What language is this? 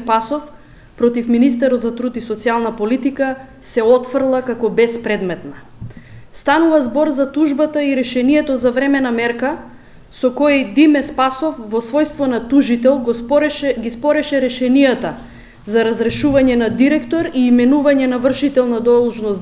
Macedonian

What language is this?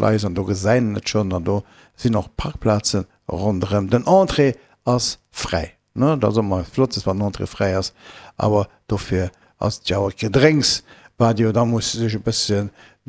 Luxembourgish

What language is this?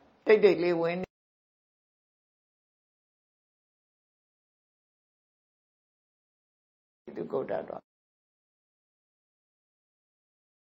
Burmese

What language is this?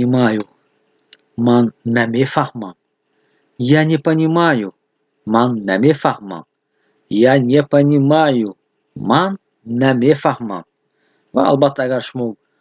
Tajik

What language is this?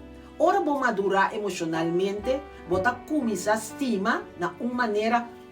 Papiamento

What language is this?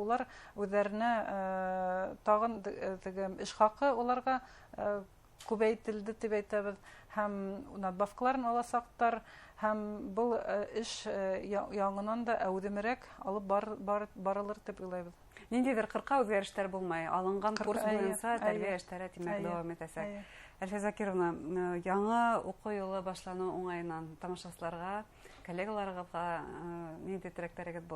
Bashkir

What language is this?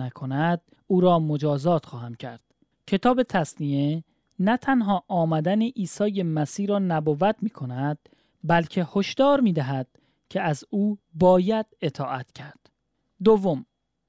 Persian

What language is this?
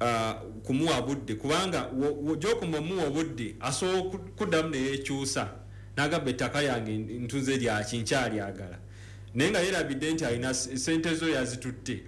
Ganda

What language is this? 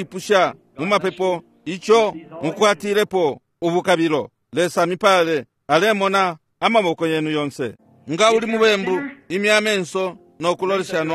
Bemba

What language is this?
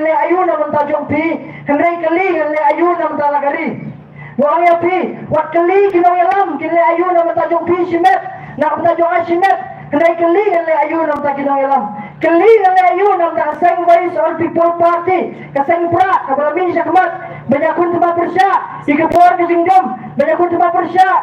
Khasi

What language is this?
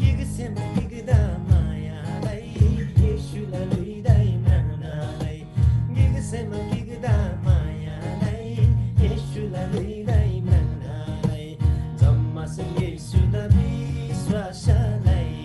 Eastern Tamang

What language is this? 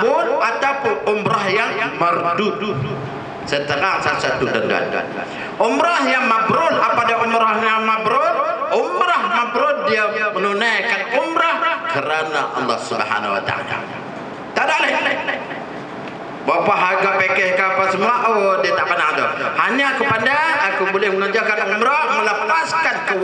Malay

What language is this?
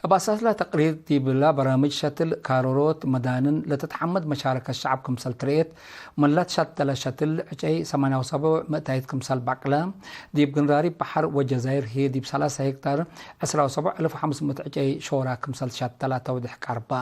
Tigre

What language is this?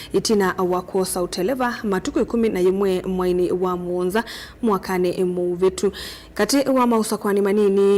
Kamba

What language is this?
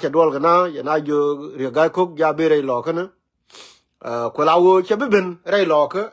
Nuer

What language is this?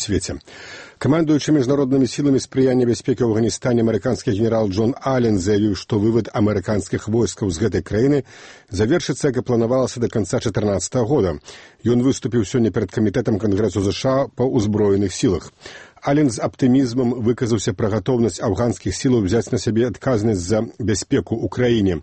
Belarusian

